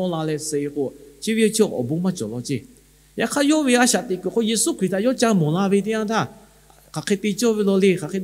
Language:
Lahu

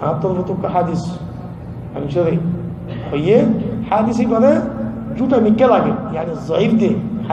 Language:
Rohingya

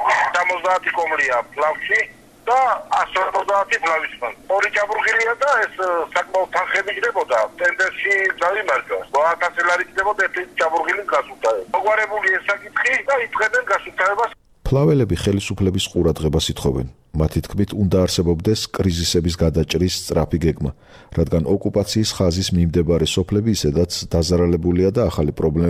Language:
Georgian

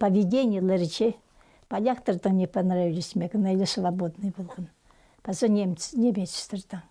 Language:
Khakas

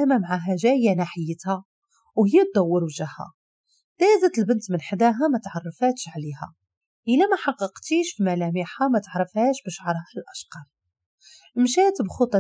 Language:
Moroccan Arabic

